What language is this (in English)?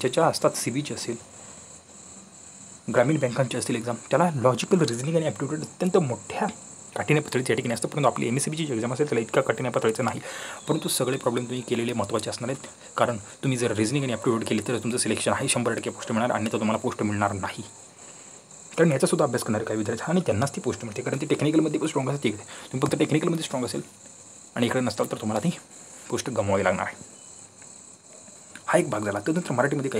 Marathi